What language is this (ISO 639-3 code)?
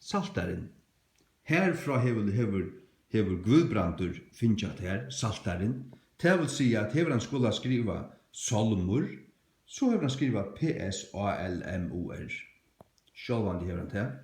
fao